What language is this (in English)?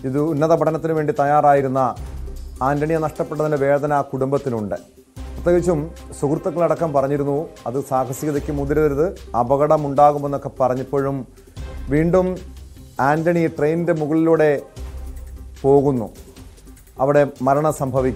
Malayalam